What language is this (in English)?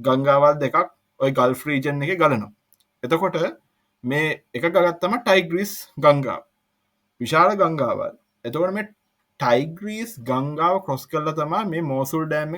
Sinhala